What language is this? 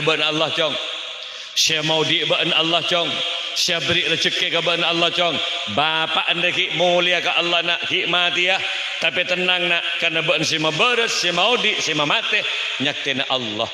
Madurese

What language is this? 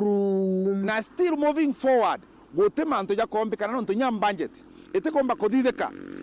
Meru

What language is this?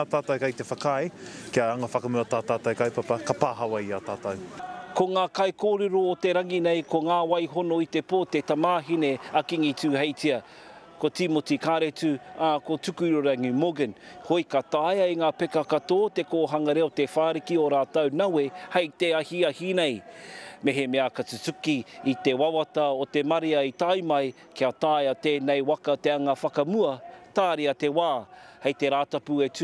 Māori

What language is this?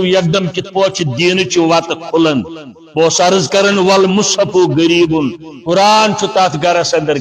Kashmiri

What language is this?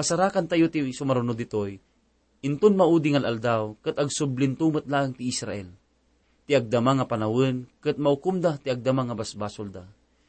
Iloko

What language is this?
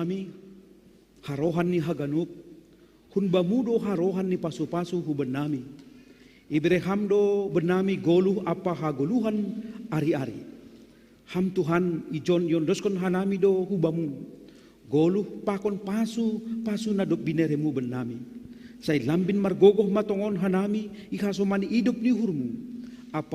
Batak Simalungun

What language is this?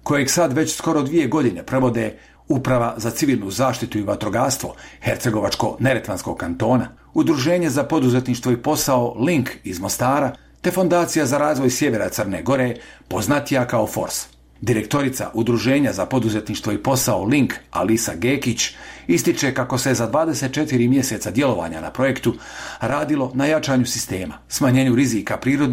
Bosnian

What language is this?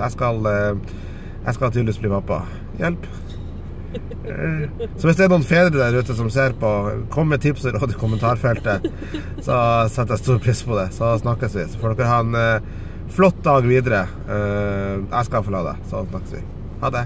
Norwegian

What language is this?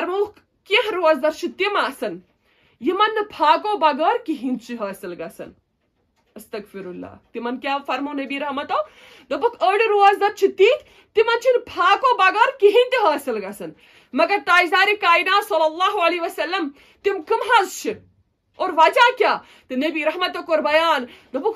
Kashmiri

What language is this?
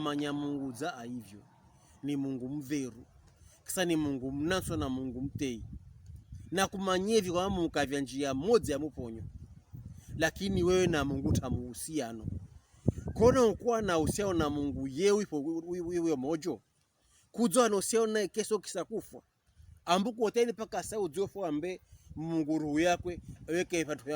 Pokomo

